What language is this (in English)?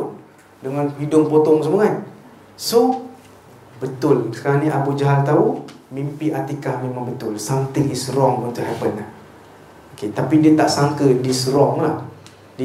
Malay